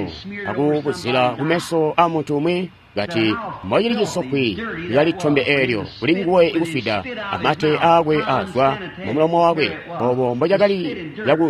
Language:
Tonga (Zambia)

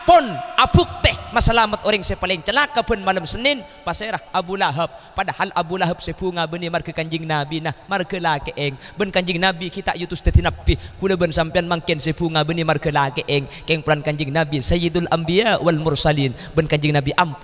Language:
Madurese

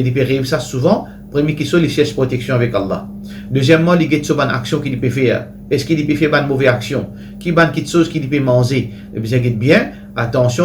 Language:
Morisyen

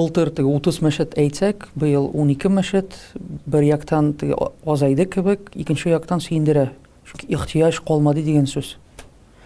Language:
Tatar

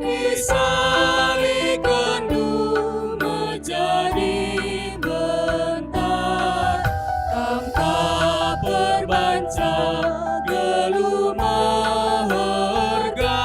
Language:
Batak Karo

